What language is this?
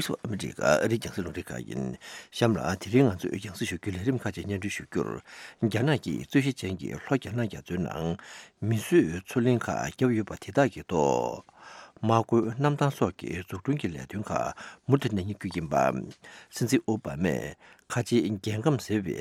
Tibetan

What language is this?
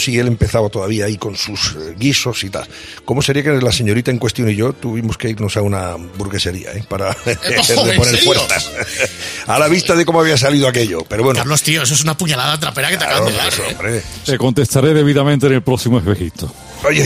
Spanish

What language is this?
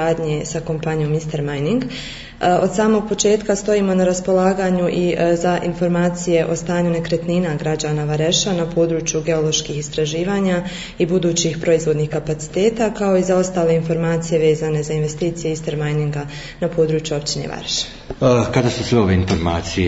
Bosnian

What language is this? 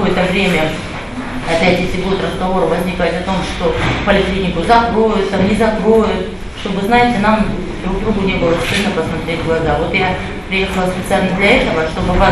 Russian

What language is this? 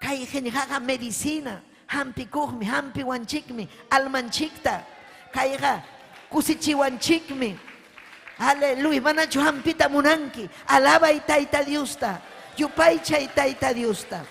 Ayacucho Quechua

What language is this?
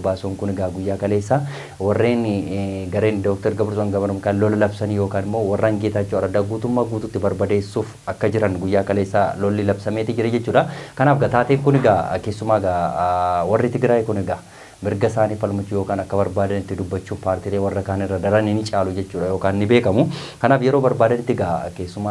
Oromo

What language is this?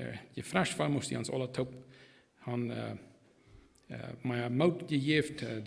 Plautdietsch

